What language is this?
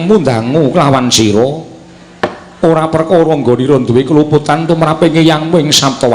Javanese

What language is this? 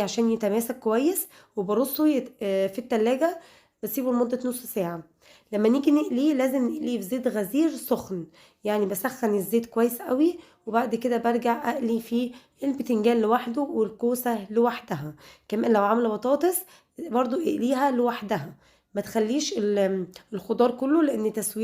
Egyptian Arabic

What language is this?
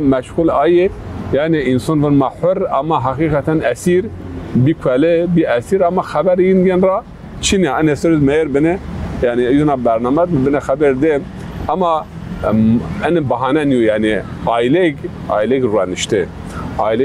Zaza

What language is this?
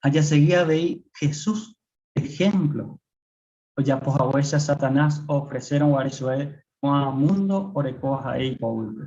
Guarani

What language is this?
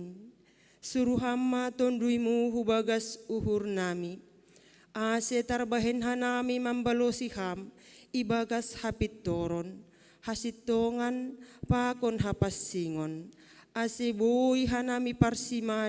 Batak Simalungun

